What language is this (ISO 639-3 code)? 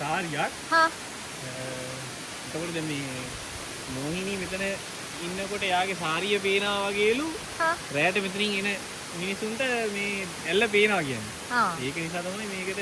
sin